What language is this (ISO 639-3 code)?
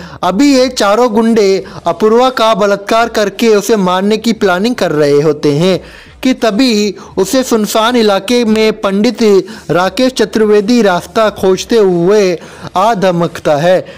hin